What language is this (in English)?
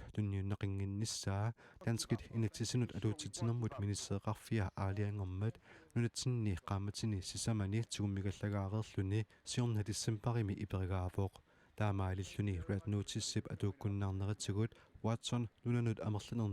Kalaallisut